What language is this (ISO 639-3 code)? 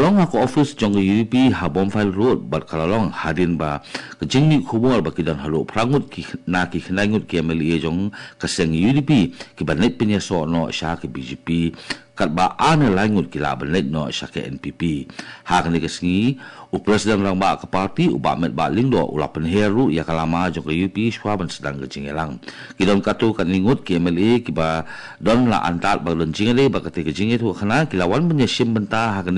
kha